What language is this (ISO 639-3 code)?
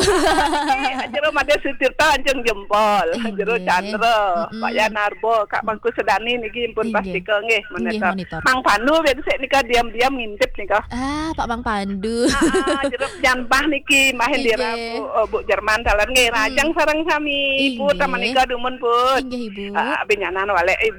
ban